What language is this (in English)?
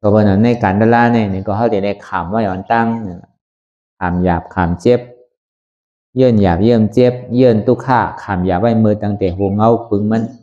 Shan